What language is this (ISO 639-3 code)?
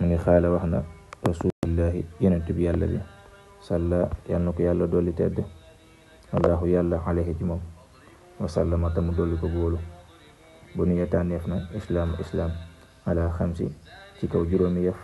wol